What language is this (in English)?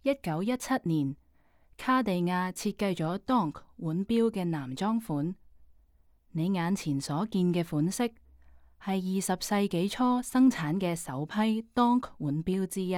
Cantonese